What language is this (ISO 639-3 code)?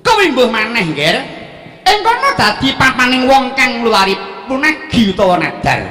jav